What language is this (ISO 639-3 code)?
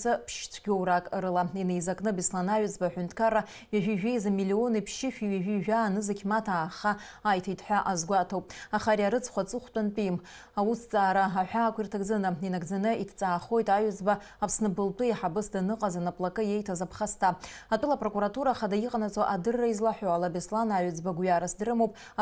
abk